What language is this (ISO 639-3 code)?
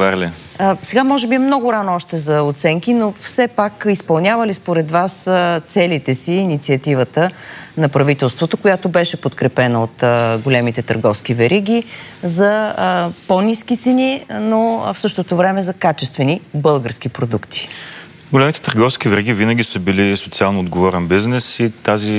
bul